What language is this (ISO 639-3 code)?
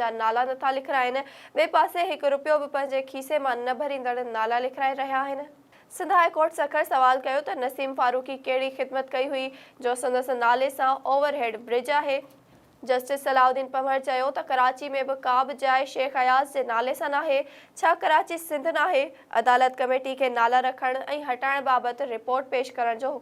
snd